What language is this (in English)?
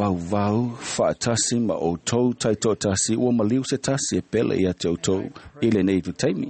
Samoan